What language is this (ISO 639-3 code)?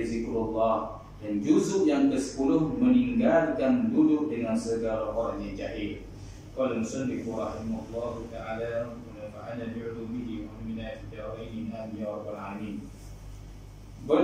msa